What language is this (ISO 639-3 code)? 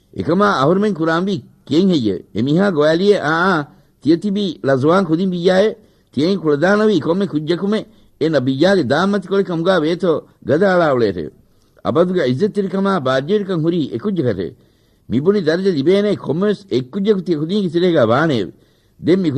div